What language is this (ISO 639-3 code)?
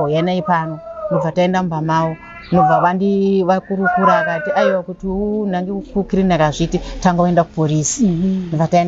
sna